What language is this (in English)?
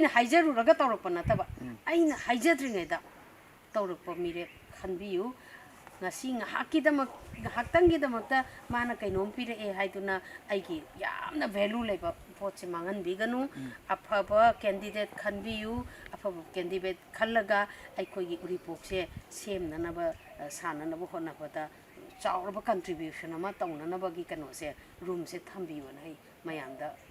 Manipuri